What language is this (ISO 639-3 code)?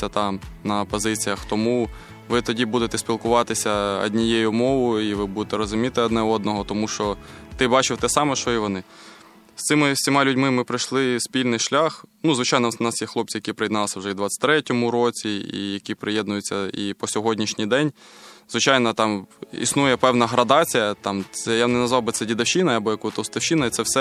ukr